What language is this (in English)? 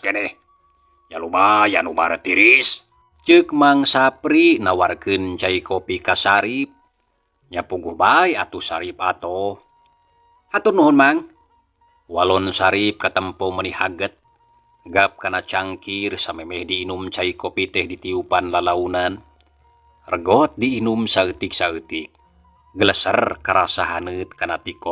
Sundanese